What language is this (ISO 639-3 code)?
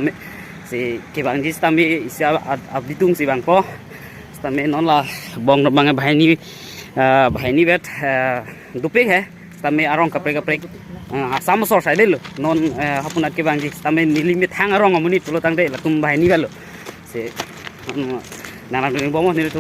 mjw